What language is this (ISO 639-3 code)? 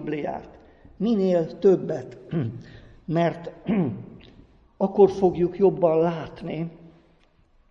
hun